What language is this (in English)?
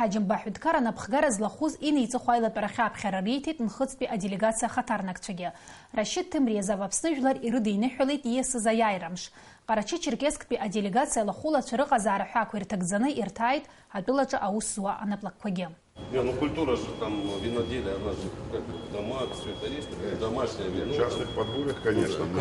Abkhazian